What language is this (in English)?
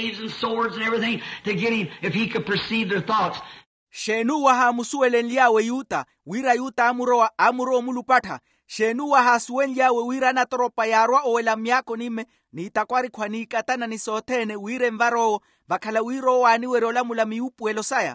Makhuwa